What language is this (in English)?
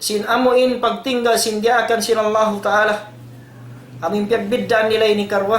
Tausug